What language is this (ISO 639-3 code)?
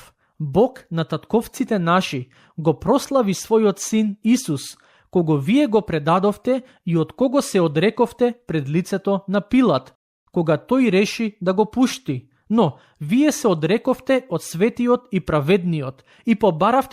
mkd